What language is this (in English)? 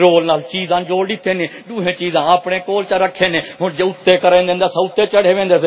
Saraiki